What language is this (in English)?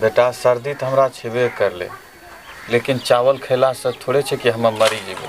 Angika